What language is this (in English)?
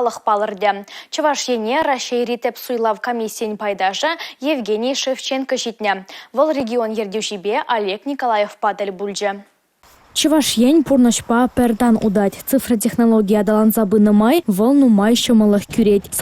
Chuvash